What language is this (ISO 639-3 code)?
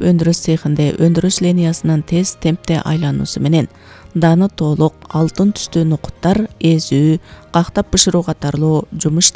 kir